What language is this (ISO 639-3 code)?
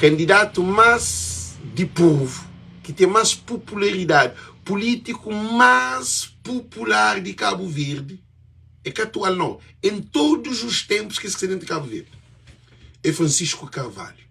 kea